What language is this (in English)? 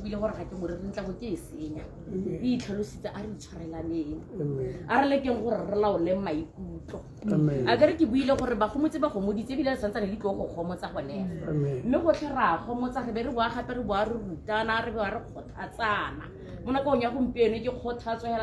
Tswana